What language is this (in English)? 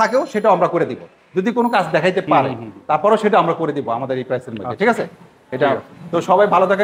Bangla